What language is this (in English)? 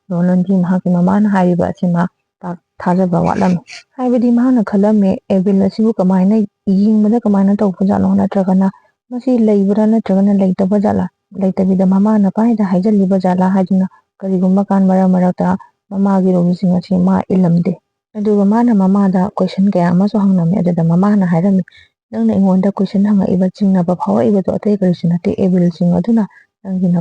Manipuri